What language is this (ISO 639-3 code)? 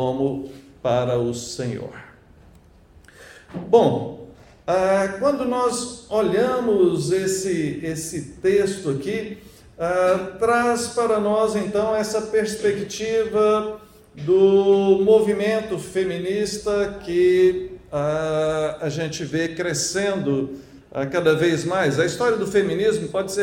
por